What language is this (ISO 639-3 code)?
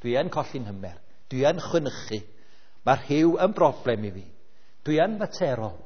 cym